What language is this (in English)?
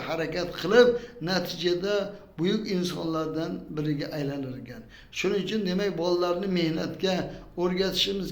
Uzbek